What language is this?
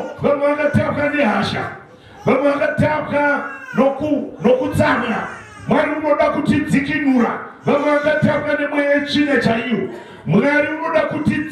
Shona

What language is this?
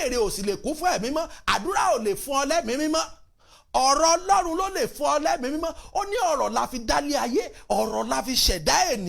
Yoruba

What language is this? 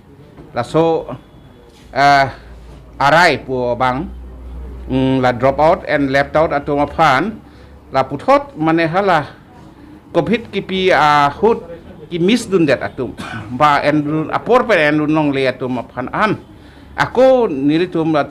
Karbi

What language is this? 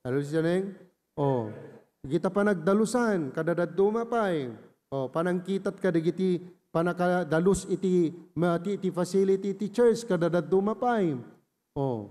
Iloko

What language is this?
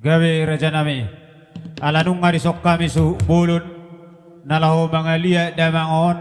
Batak Toba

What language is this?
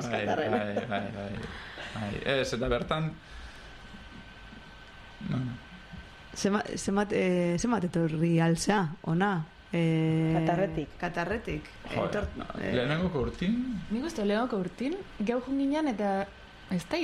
Basque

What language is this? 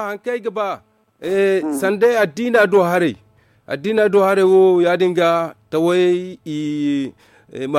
Zarma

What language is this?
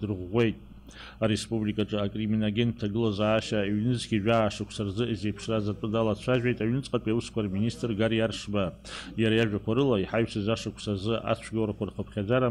Abkhazian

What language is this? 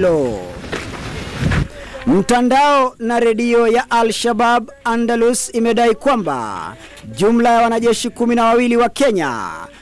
Swahili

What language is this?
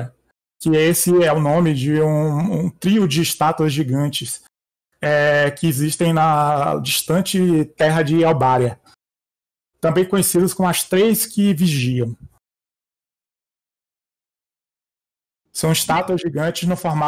Portuguese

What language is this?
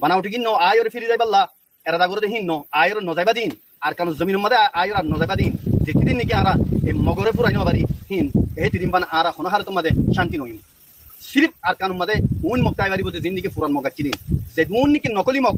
Rohingya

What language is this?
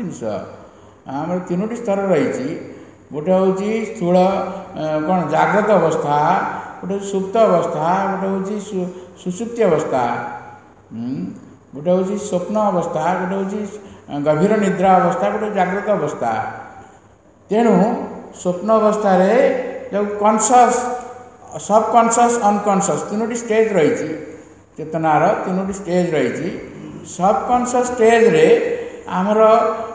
Odia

